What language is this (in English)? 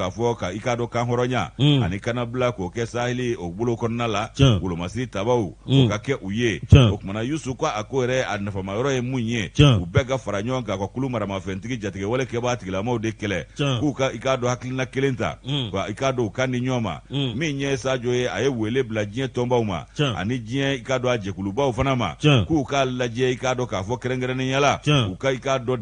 Bambara